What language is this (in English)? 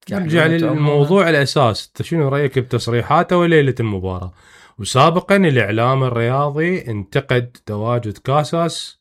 Mesopotamian Arabic